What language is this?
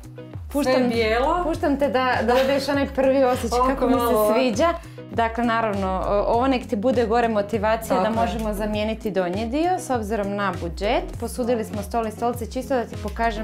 Croatian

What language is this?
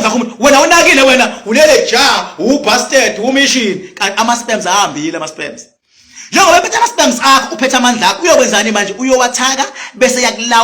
Zulu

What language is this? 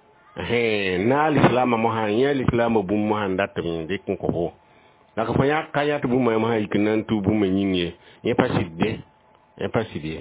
Mossi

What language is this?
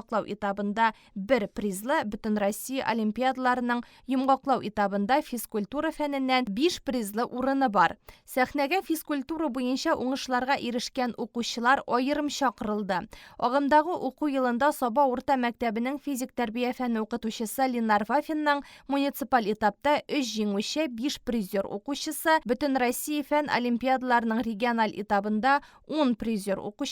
Tatar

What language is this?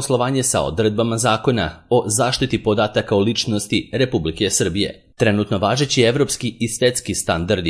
Serbian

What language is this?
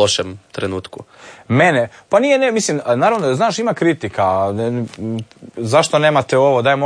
Croatian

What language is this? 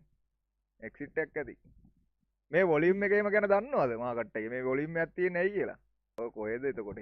Sinhala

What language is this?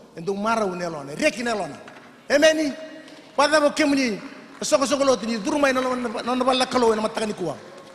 Fijian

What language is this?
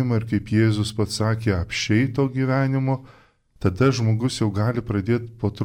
Lithuanian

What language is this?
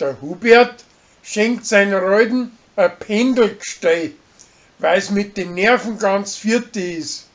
Bavarian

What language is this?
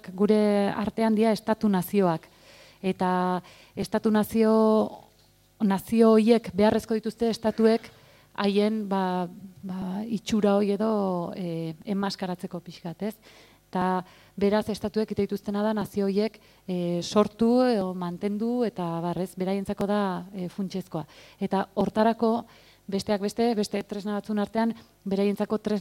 Basque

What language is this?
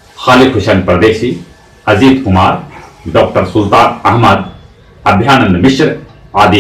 Magahi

